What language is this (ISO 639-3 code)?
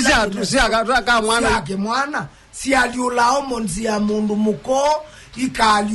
kam